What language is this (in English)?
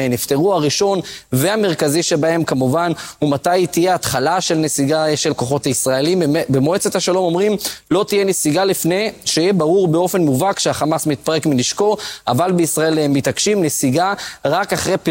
Hebrew